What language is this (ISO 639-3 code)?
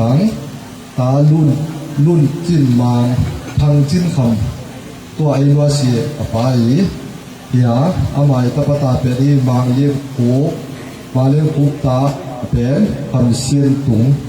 ctd